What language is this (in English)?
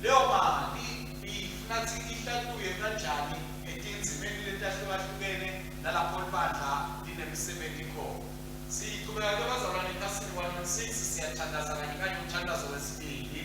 Swati